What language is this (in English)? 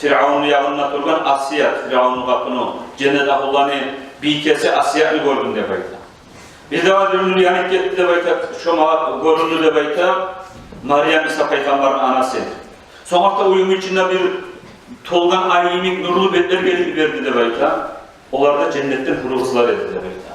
Kumyk